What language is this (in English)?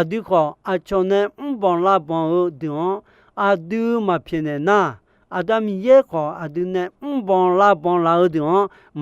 Akha